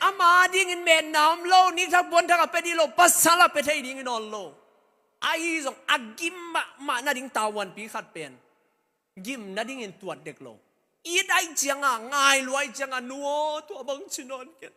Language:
Tedim Chin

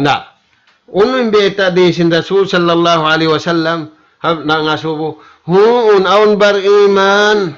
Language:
Tausug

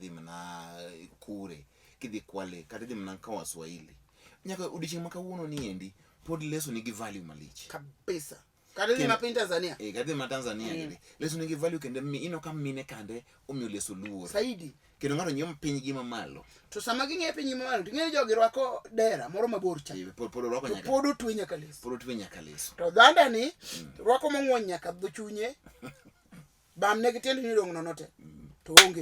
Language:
Luo (Kenya and Tanzania)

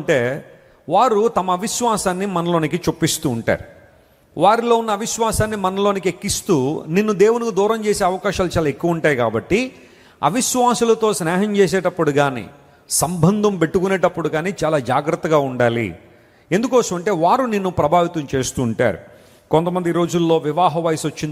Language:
Telugu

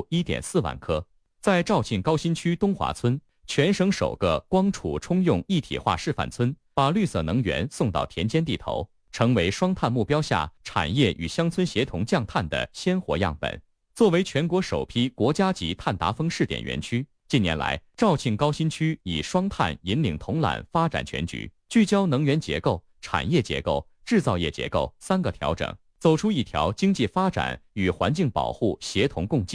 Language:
Chinese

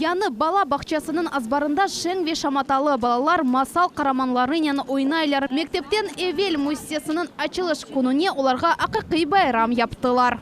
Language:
Crimean Tatar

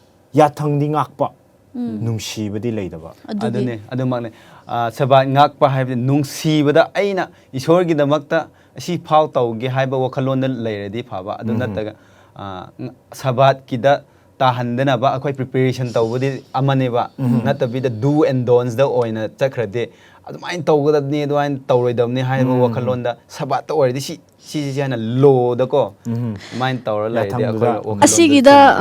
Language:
Manipuri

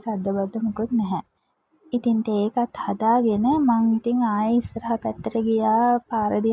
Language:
Sinhala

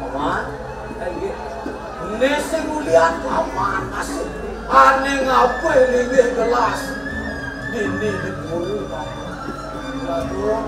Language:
Balinese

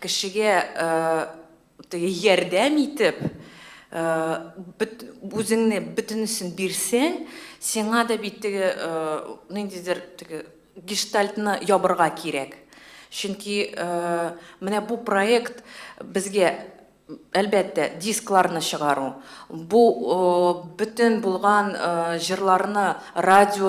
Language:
Tatar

